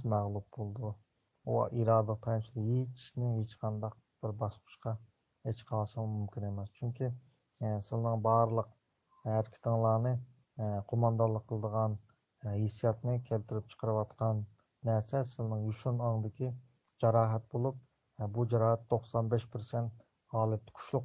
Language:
Uyghur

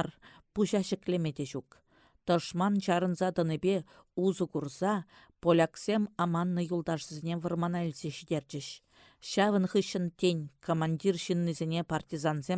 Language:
Chuvash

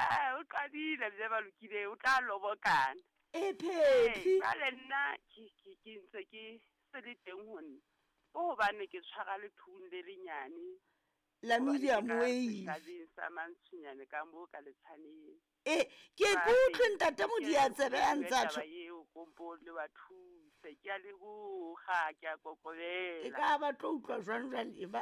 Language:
Southern Sotho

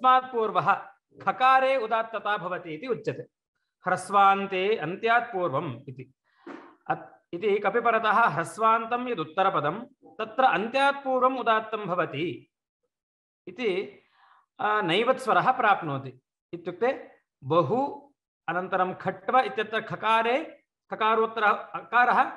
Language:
Sanskrit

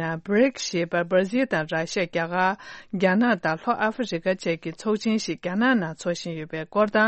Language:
Tibetan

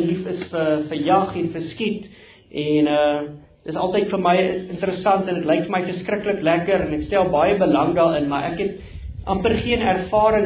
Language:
Afrikaans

